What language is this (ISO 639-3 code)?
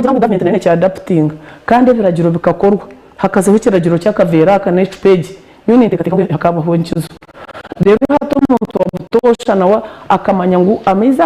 nyn